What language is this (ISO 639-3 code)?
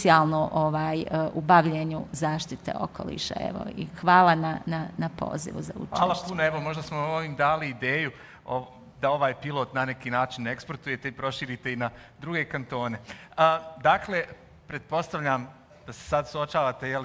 bos